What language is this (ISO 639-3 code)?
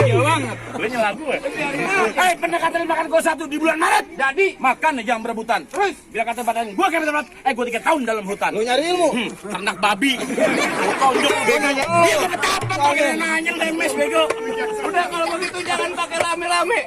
bew